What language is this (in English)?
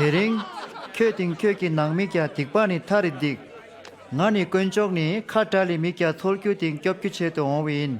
Tibetan